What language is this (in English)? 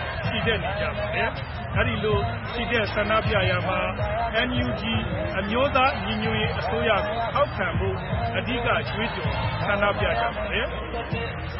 Burmese